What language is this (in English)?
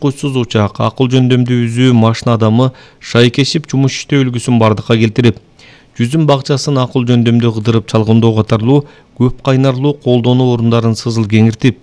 Kyrgyz